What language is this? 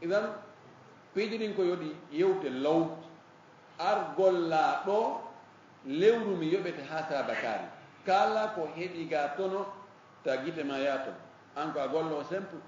Fula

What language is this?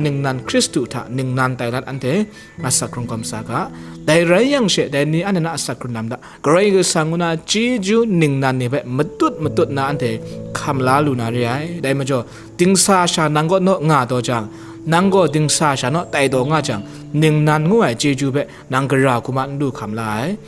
Kachin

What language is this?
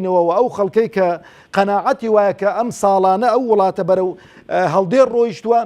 Central Kurdish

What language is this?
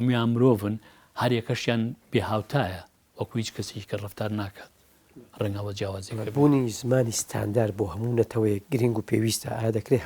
Central Kurdish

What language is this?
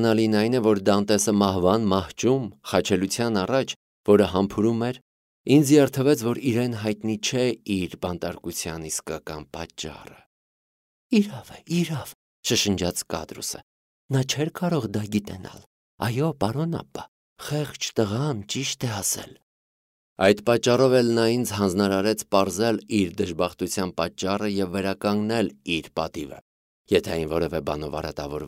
Armenian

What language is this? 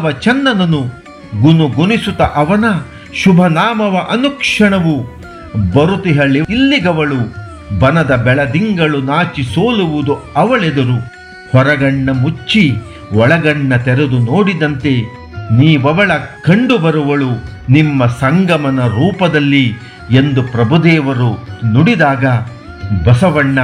Kannada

